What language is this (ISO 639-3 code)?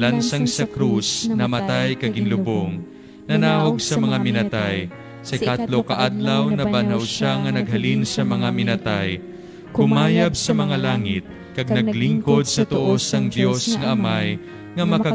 hil